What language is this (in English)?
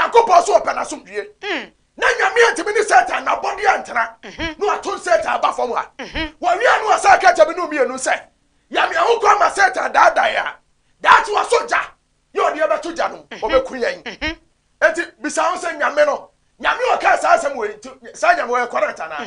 Akan